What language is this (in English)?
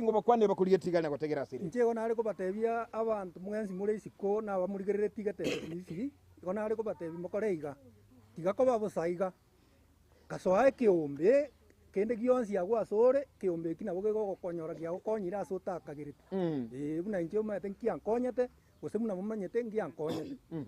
Gusii